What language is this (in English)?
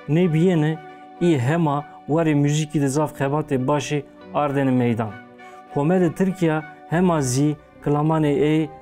Zaza